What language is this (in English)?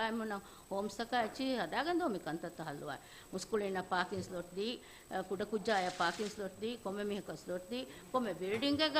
Divehi